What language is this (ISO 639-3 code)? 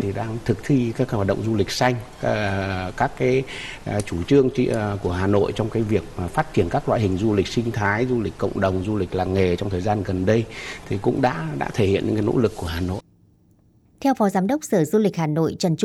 vie